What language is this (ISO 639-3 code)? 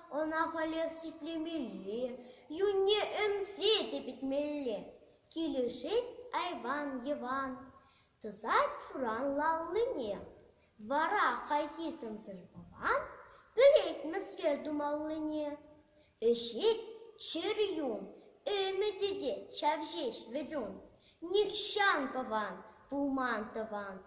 chv